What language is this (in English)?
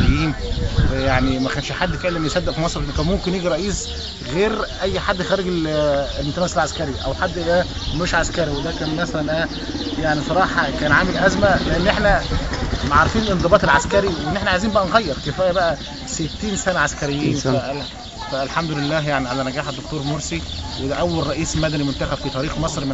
Egyptian Arabic